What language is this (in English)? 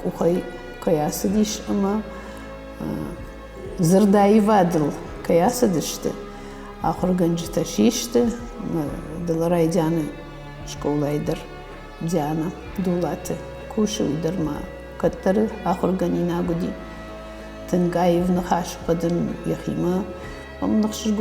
Ossetic